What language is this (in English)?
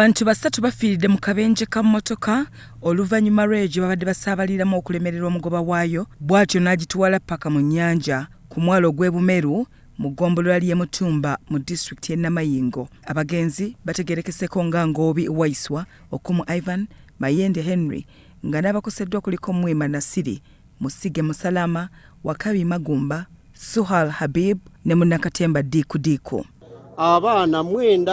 Ganda